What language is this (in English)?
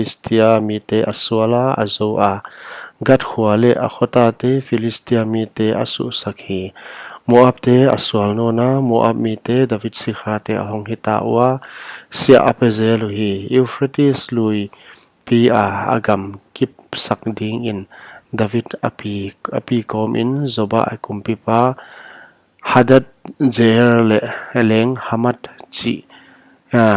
Paite Chin